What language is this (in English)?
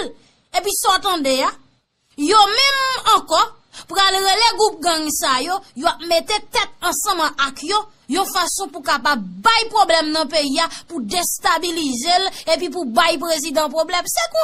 Haitian Creole